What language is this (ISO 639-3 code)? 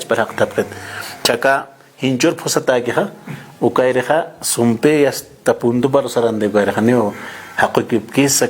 aym